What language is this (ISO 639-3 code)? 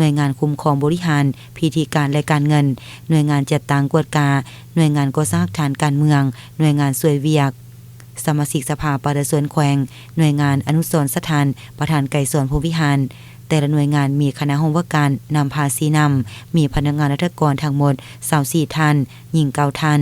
lao